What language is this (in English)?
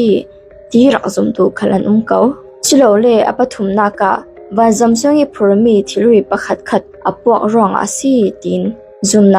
Falam Chin